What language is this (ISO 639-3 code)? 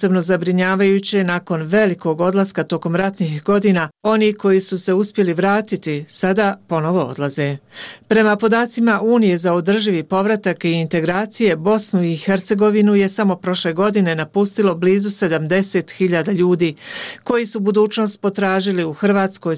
bos